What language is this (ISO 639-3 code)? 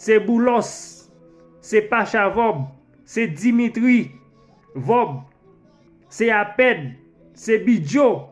hat